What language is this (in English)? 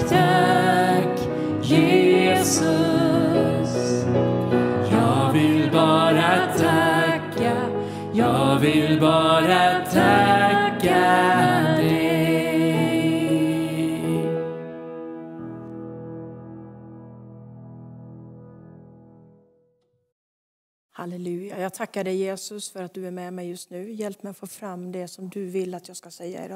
Swedish